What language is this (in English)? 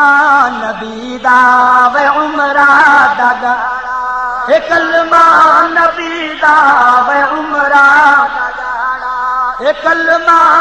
Saraiki